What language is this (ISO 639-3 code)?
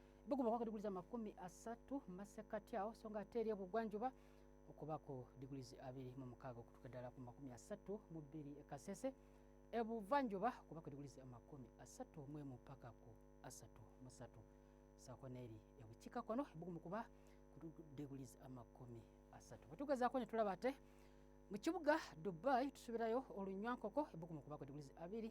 lug